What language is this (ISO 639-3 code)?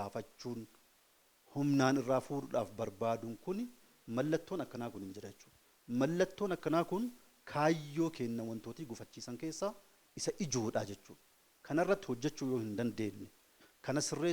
orm